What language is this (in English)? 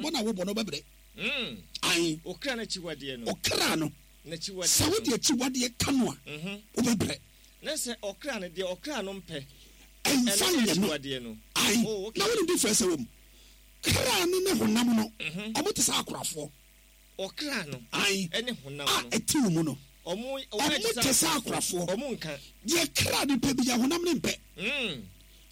Akan